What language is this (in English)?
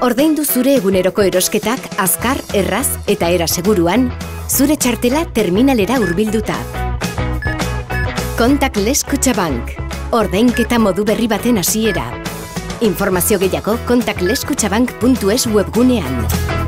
Basque